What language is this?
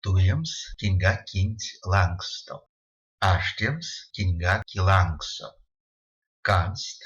Erzya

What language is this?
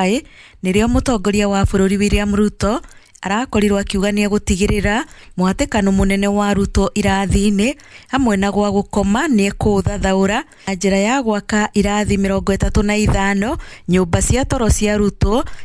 Kikuyu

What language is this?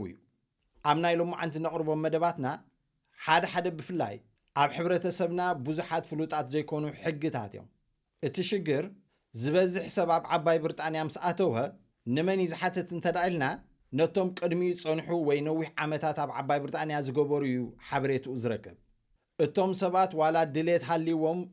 Tigrinya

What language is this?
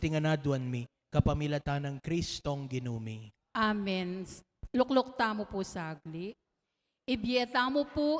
Pampanga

